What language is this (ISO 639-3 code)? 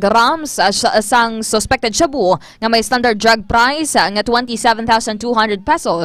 hil